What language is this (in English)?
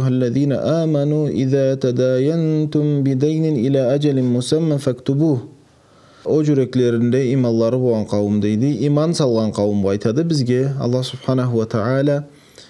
Karachay-Balkar